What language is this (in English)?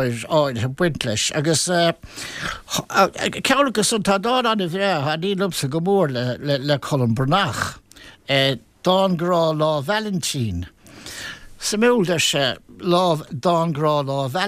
Irish